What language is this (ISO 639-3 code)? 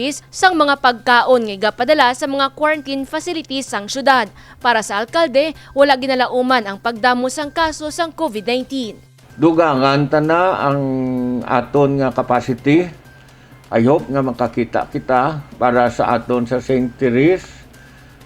hil